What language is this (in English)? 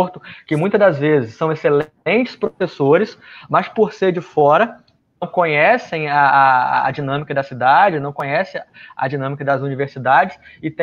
Portuguese